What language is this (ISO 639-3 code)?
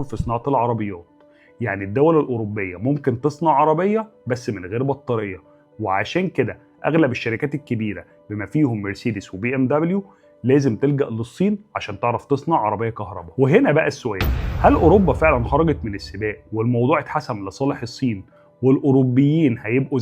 arz